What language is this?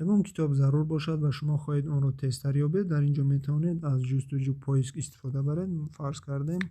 Tajik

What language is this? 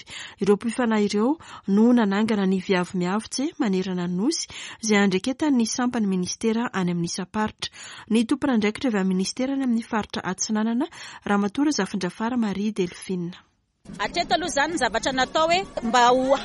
Malagasy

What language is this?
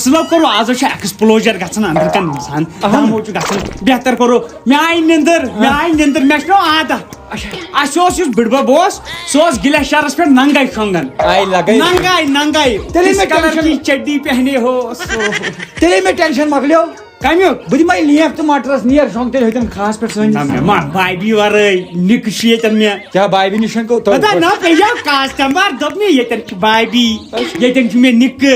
Kashmiri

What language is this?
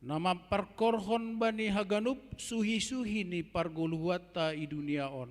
Batak Simalungun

